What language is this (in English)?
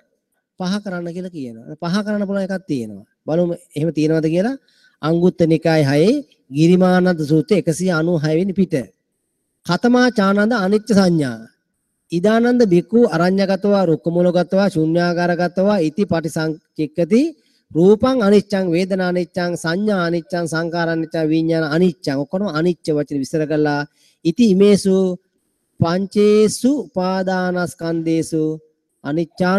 Sinhala